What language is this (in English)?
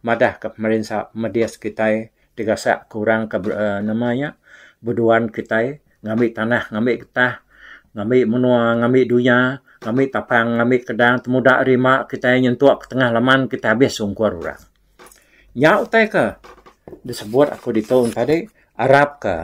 Iban